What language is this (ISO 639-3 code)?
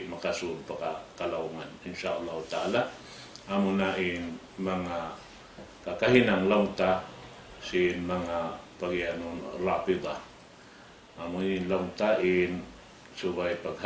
tsg